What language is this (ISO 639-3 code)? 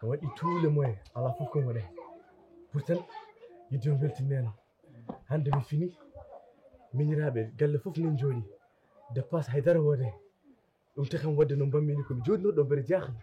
ful